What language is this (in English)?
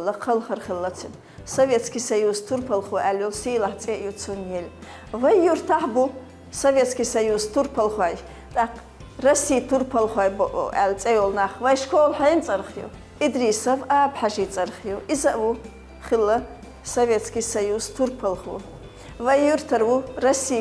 Chechen